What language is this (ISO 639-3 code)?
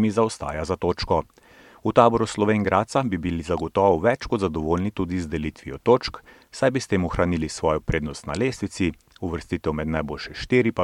slv